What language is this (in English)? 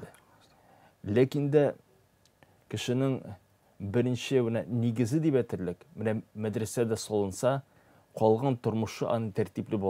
Tatar